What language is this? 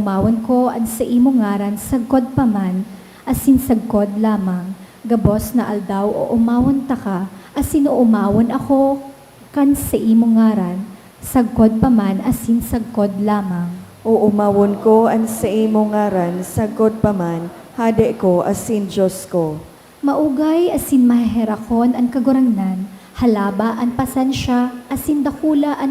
Bikol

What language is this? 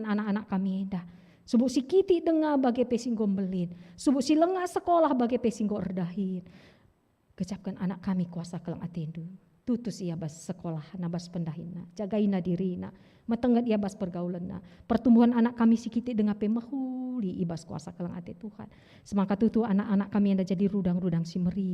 Batak Karo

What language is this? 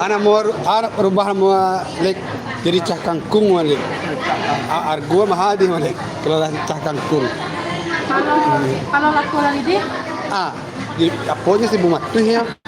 Minangkabau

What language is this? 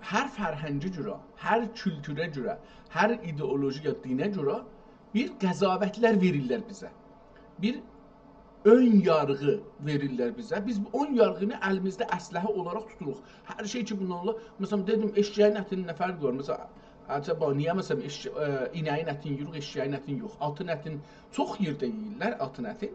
South Azerbaijani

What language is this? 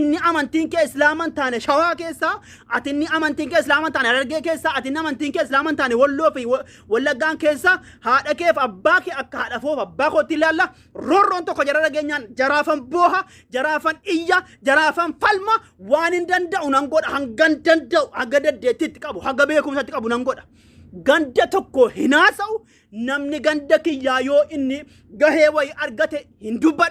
Oromo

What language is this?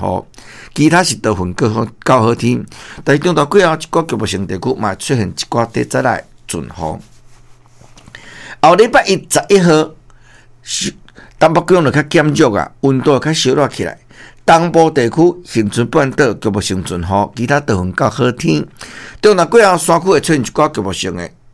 Min Nan Chinese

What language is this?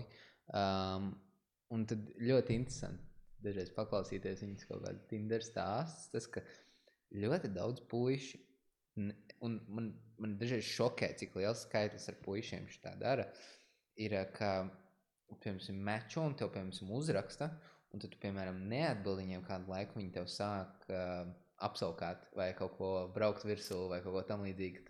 Latvian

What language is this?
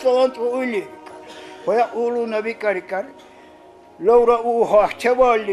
Dargwa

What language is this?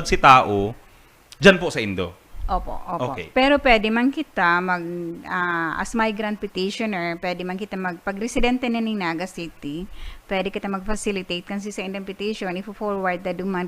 Bikol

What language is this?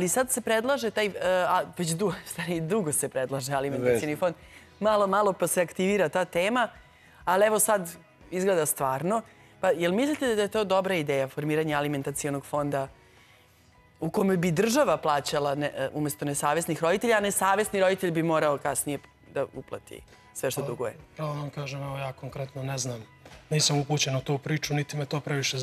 Serbian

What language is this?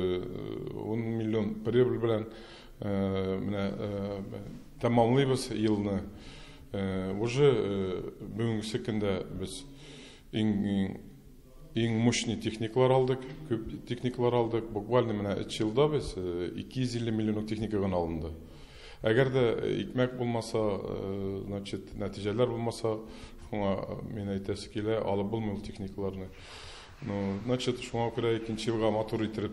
Tatar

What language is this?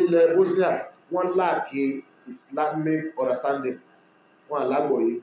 Yoruba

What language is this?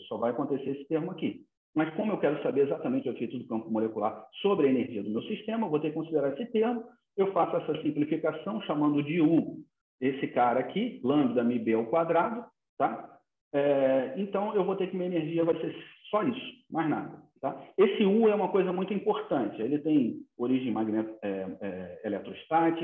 Portuguese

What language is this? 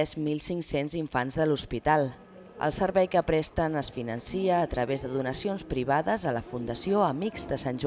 Catalan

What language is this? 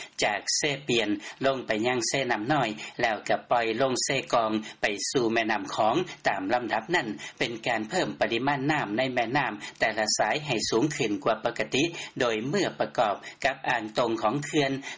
Lao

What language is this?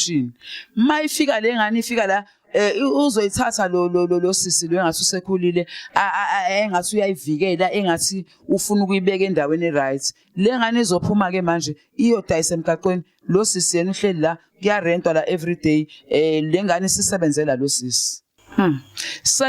Zulu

